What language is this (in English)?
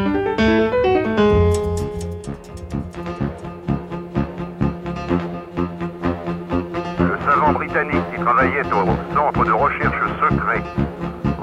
French